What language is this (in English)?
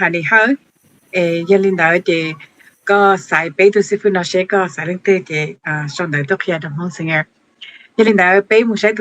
Hmong